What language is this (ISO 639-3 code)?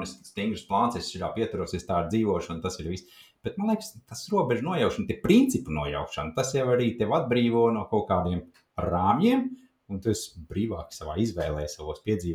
lav